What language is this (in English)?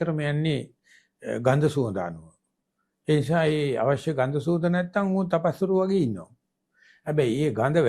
Sinhala